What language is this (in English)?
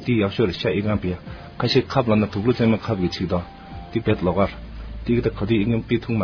Tibetan